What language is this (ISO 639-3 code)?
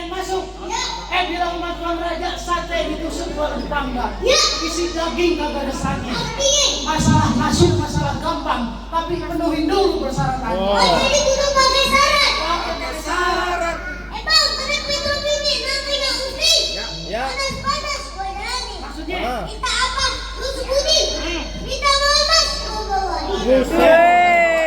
bew